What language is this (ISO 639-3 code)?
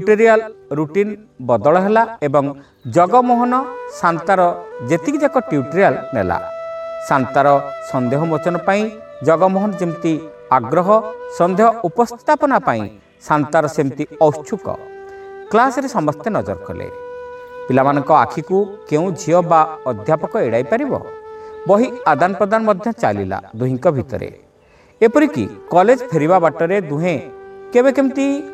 ori